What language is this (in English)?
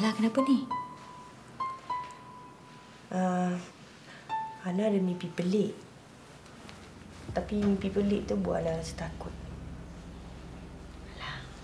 Malay